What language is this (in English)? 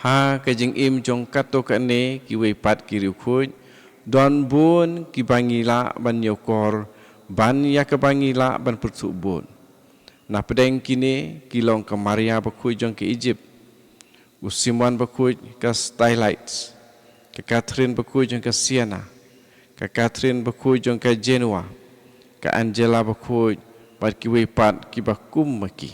Khasi